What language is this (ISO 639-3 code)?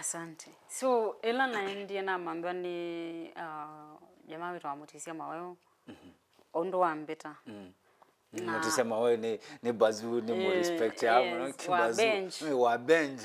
kam